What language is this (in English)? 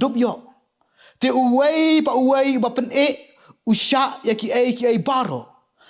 Khasi